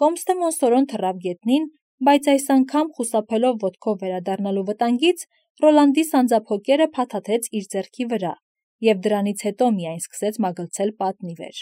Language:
Armenian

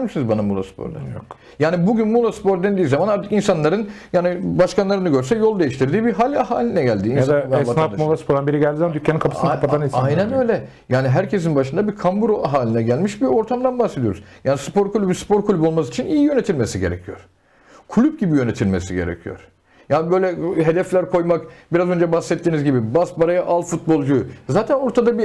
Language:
Turkish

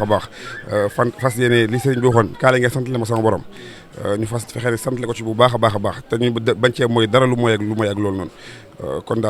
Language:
Wolof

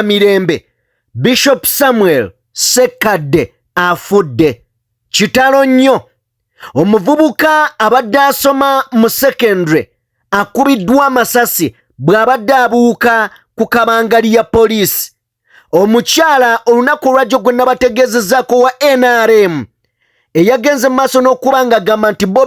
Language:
Ganda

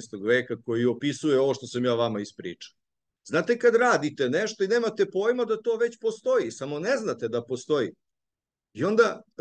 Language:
Serbian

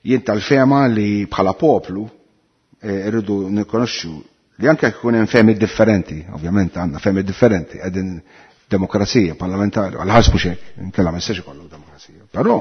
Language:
Maltese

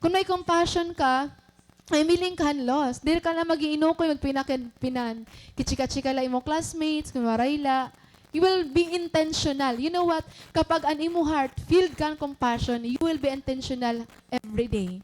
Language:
Waray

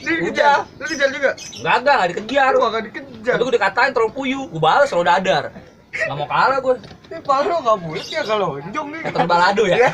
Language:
Betawi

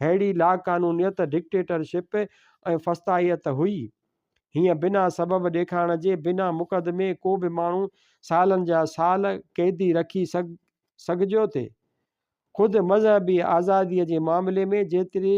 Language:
Sindhi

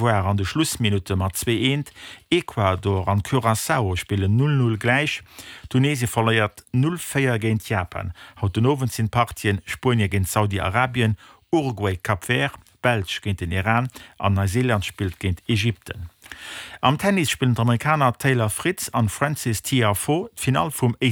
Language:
Luxembourgish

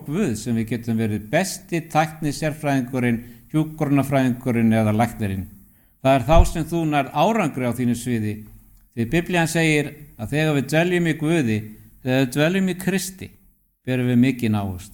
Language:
Icelandic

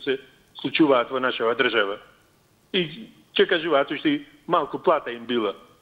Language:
Macedonian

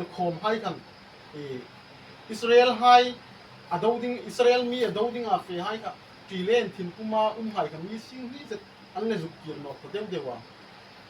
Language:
Hmar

